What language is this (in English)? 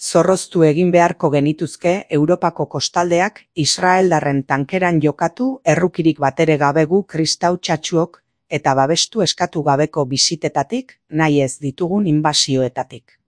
Basque